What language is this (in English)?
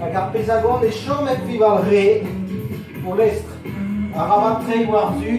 Breton